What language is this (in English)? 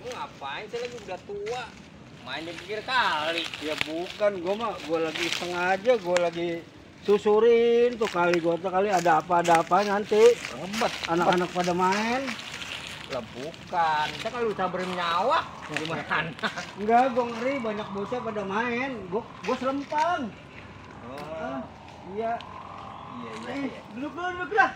Betawi